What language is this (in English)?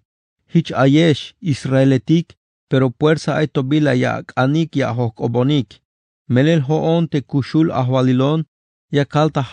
Tzeltal